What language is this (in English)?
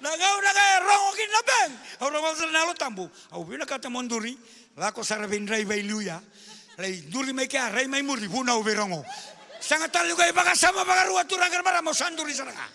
Fijian